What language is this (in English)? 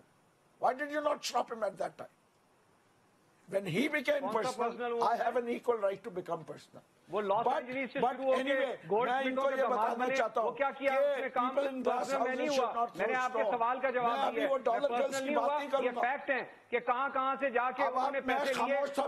Urdu